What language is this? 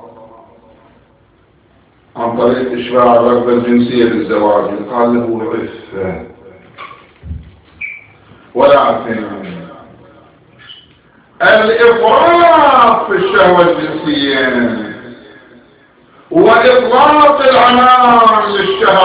Arabic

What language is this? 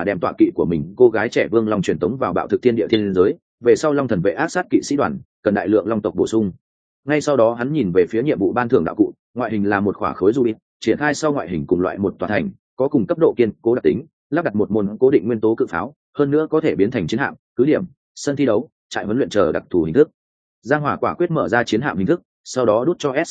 Vietnamese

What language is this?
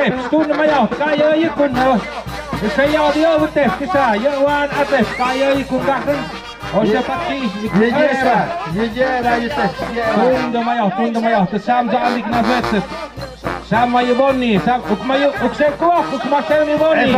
Tlahuitoltepec Mixe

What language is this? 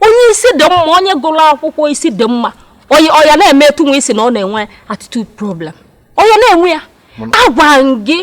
Igbo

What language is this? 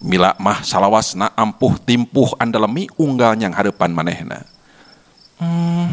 Sundanese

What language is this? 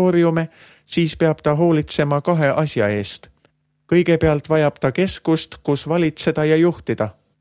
Estonian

